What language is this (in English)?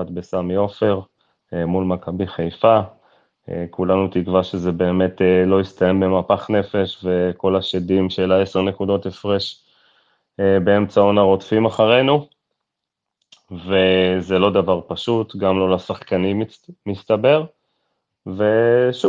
Hebrew